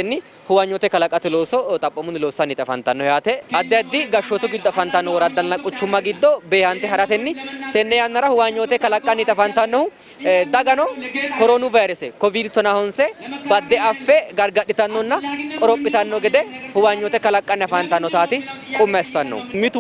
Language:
Sidamo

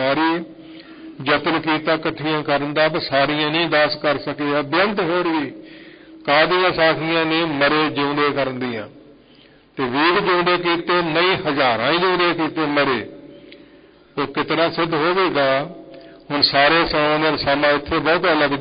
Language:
Punjabi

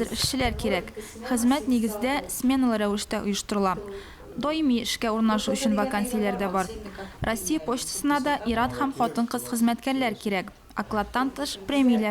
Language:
Tatar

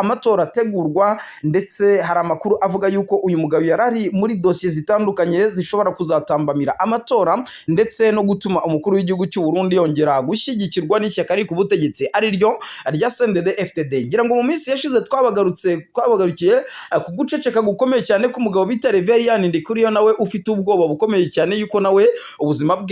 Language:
Kinyarwanda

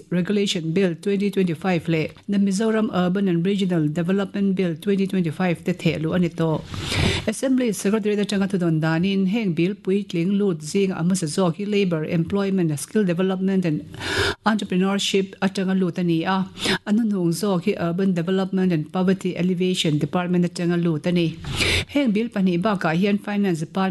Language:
Mizo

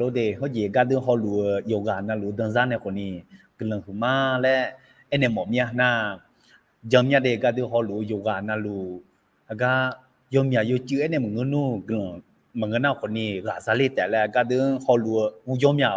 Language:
Akha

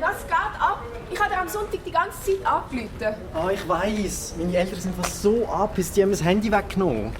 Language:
Swiss German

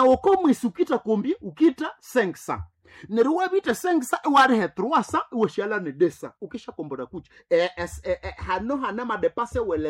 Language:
Nande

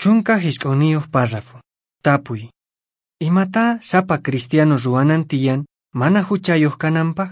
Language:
Quechua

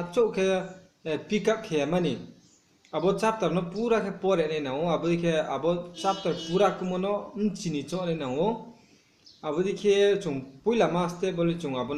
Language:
Riang (India)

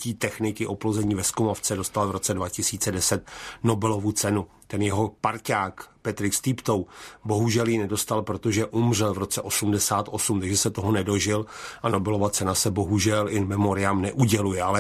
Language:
Czech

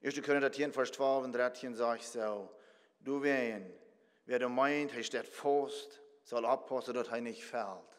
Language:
Plautdietsch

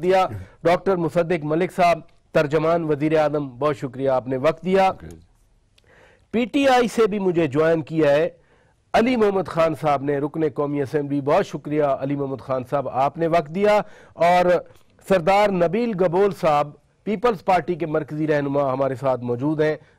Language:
Urdu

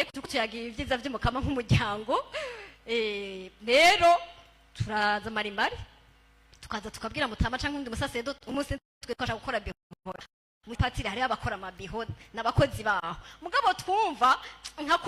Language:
Rundi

